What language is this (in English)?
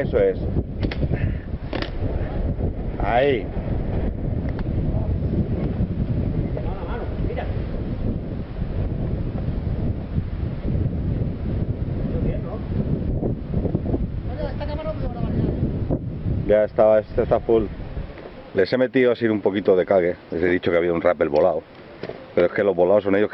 Spanish